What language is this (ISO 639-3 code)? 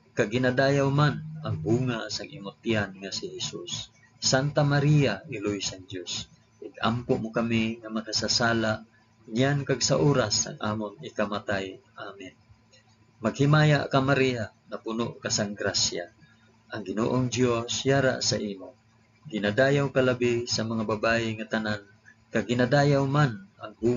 hil